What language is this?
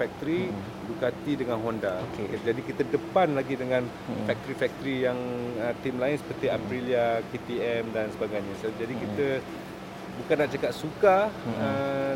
Malay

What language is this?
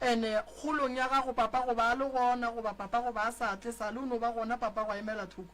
Northern Sotho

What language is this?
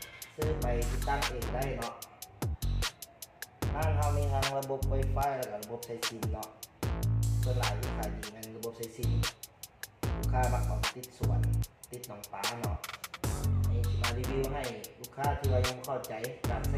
Lao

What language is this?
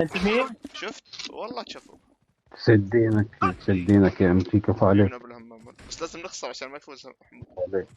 North Levantine Arabic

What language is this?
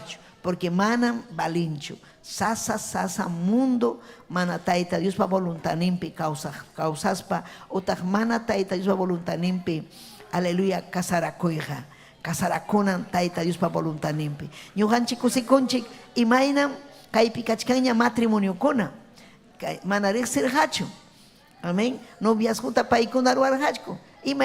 Ayacucho Quechua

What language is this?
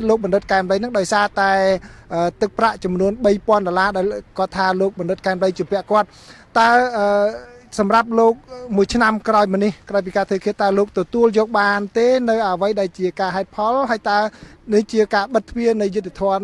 Khmer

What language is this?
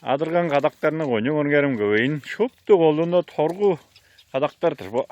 Tuvinian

